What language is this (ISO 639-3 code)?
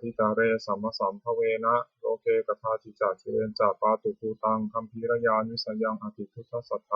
pli